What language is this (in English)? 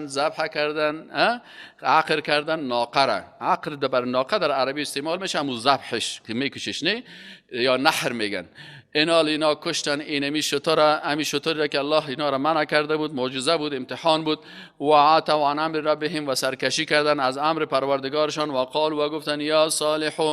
Persian